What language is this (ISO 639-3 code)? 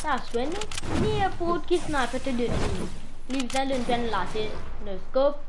mfe